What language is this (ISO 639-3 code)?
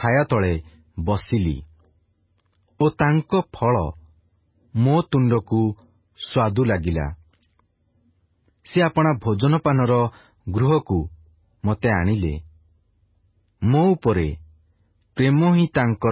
ori